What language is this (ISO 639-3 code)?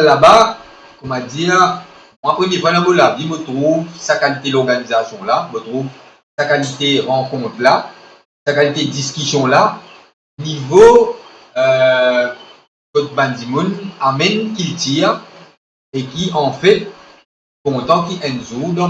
mfe